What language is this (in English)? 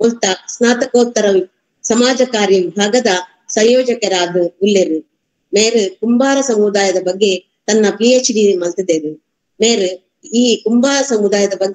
Tulu